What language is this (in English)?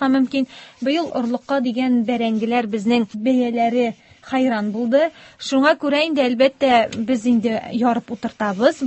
Tatar